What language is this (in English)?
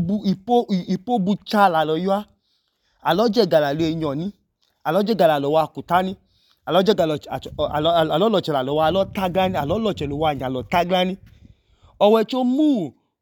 Idoma